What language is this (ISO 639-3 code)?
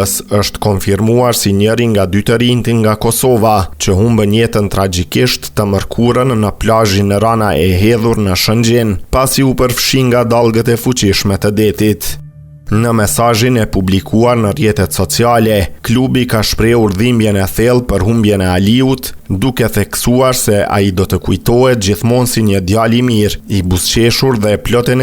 sqi